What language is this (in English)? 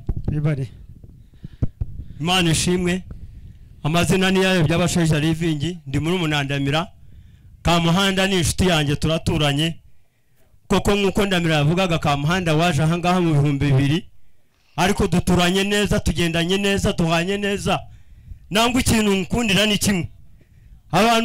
Kinyarwanda